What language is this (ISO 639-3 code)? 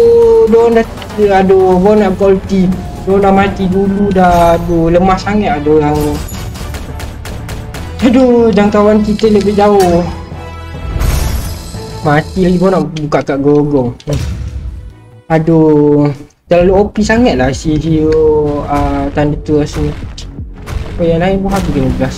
msa